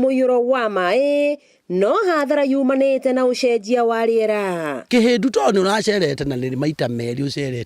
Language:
Kikuyu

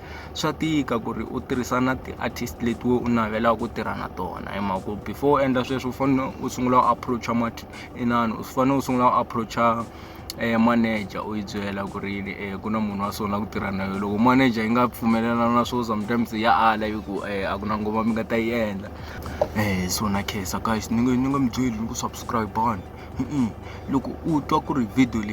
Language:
Tsonga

